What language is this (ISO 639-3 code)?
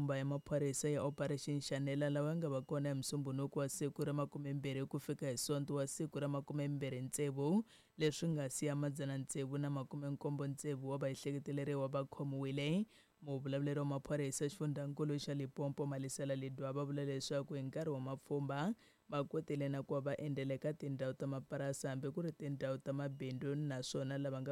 tso